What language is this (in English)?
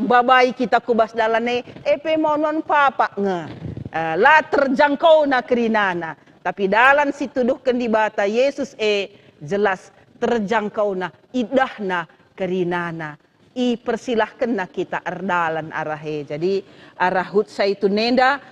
Batak Karo